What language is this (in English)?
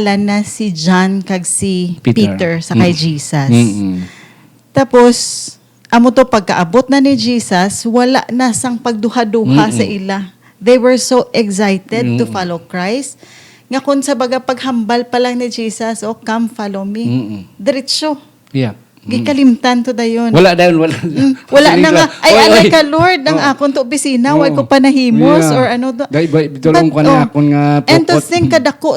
Hiligaynon